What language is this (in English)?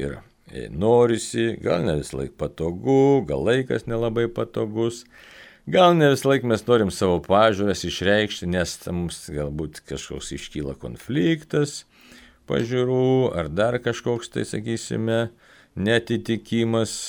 Lithuanian